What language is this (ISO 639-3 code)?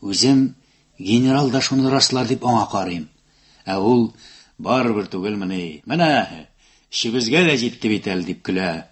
tat